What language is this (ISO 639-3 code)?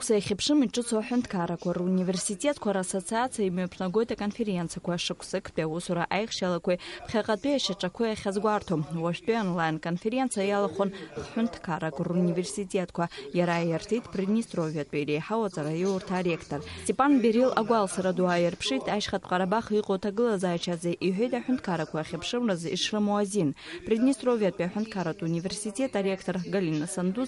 abk